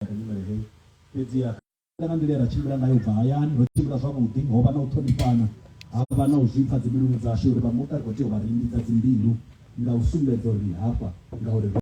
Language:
Venda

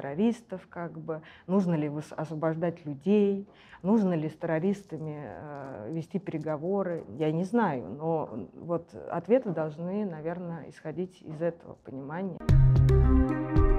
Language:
Russian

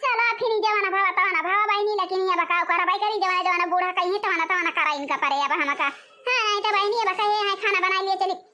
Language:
Awadhi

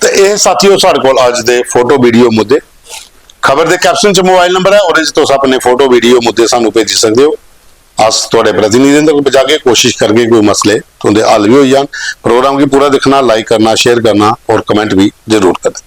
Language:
Dogri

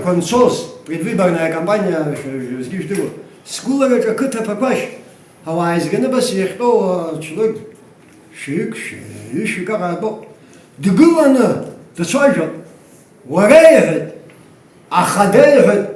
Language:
Abkhazian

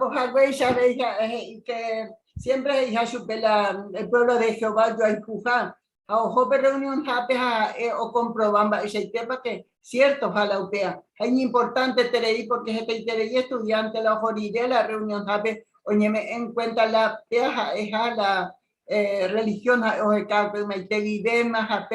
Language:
Guarani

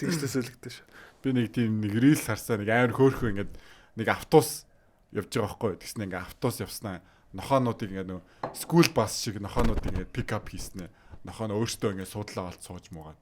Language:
Mongolian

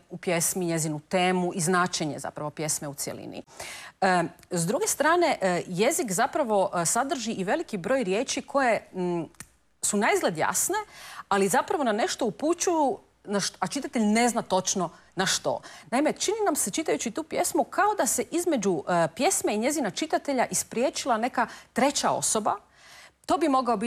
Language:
Croatian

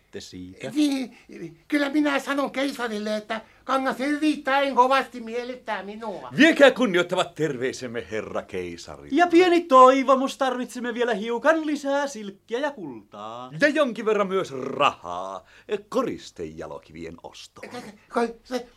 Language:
Finnish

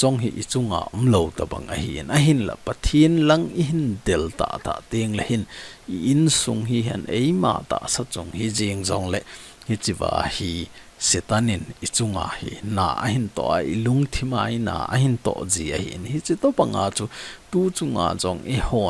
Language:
Thado Chin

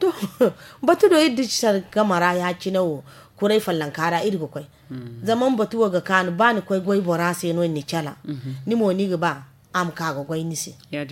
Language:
Zarma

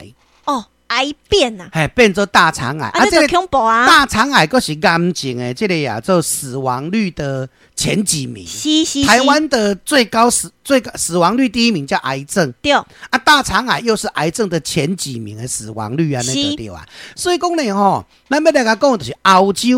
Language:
Min Nan Chinese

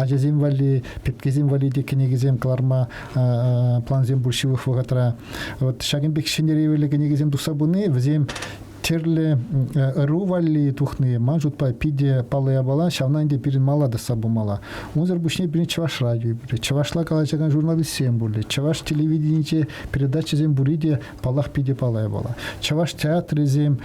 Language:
Chuvash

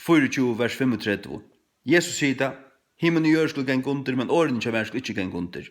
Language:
Faroese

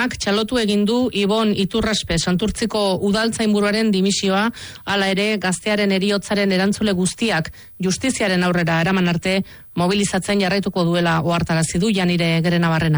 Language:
Basque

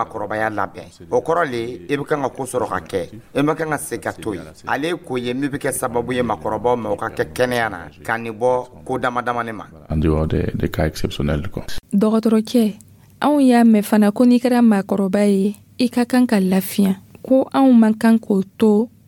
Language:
Dyula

